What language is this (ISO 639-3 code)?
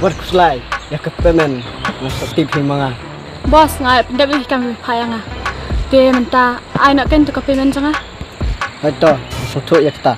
kha